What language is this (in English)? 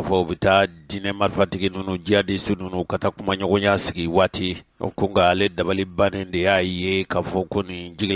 Bambara